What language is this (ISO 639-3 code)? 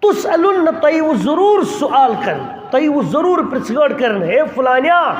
kas